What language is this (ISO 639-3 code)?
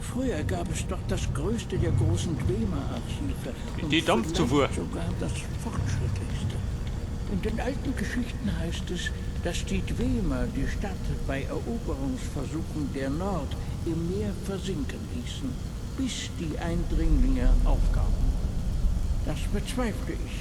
bar